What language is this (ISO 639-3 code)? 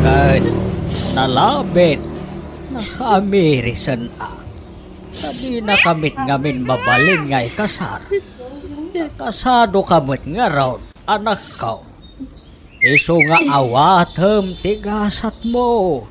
ilo